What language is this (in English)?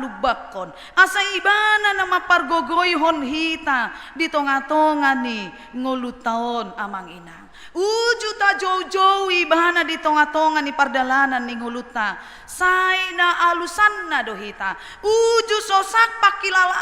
Batak Toba